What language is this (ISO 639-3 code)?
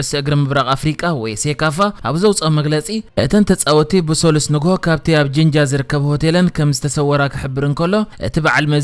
tir